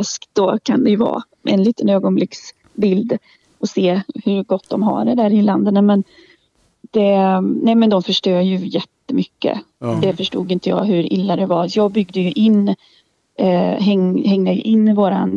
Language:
Swedish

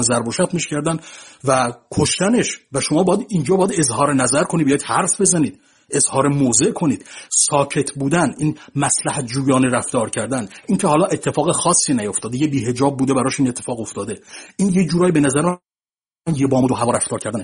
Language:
Persian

